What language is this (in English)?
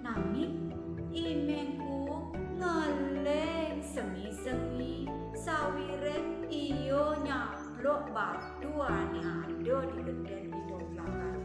Balinese